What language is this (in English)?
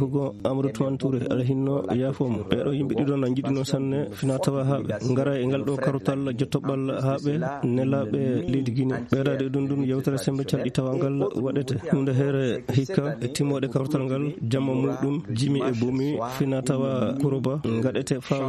Fula